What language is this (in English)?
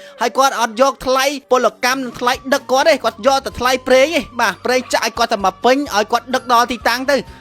Khmer